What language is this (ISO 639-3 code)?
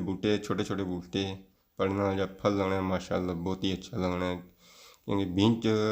phr